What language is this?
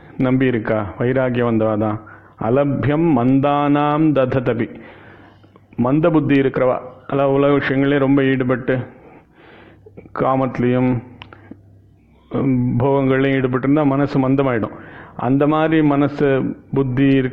Tamil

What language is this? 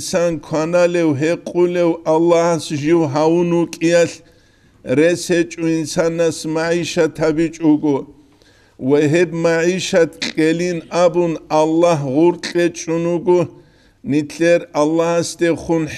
Avaric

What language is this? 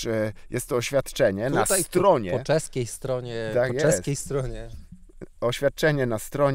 Polish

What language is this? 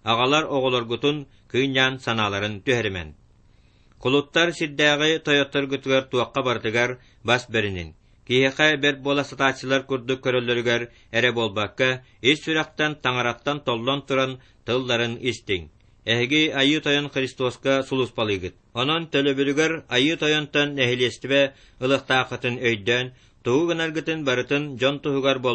Yakut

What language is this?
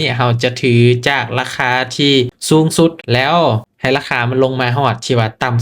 Lao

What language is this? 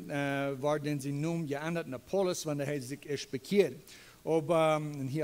Plautdietsch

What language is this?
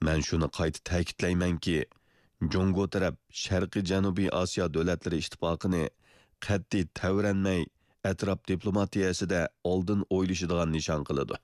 Uyghur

